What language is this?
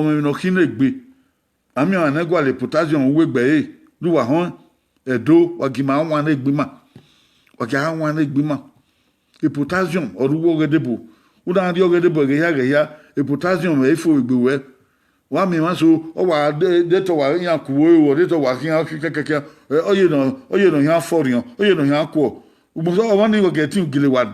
Bini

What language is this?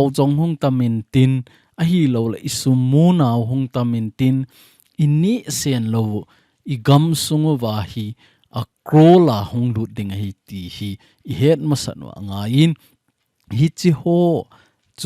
Thado Chin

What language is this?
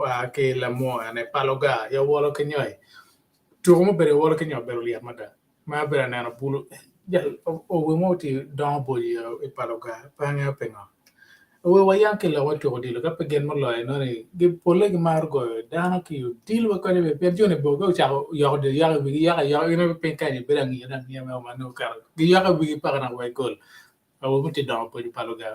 Acoli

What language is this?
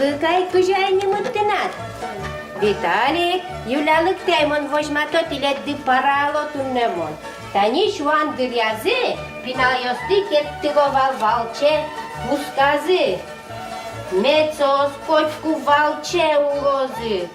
Udmurt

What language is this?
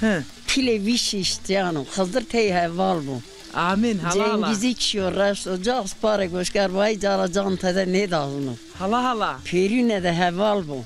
Zaza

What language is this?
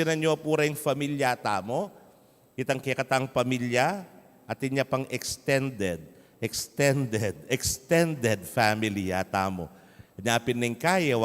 Pampanga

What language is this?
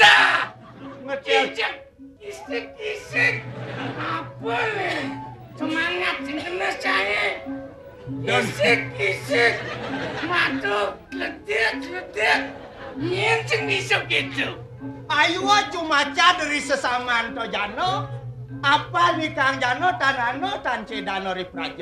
Balinese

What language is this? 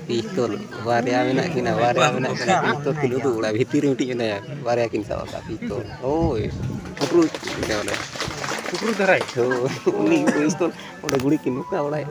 Santali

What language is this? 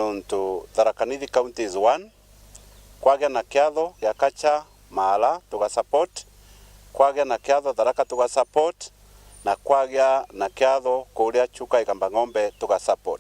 Meru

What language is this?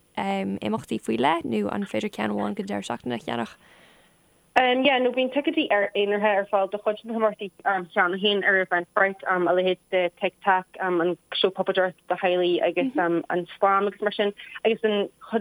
Irish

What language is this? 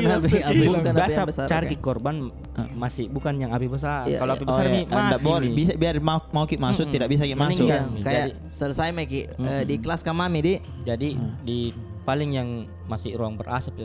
Makassar Malay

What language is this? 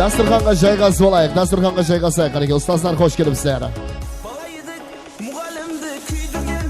Kara-Kalpak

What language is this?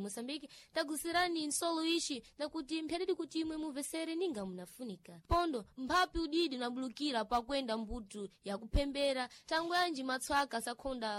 Sena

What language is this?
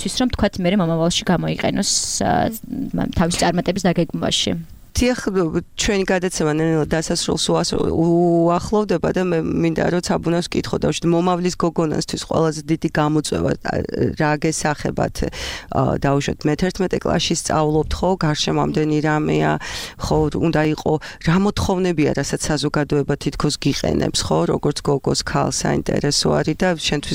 Georgian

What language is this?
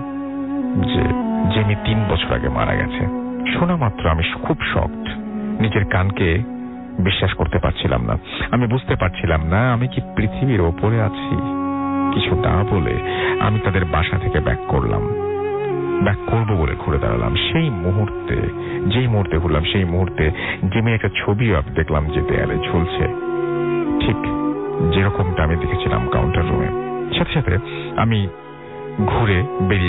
Bangla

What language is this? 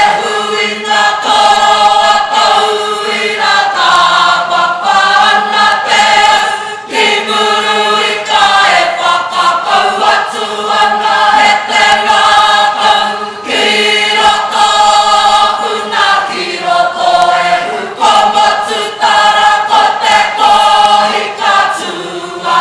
Māori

